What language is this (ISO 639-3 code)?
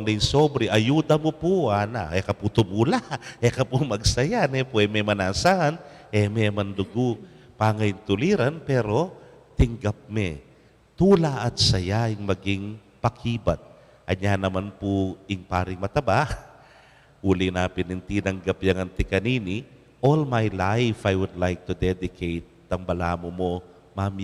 pam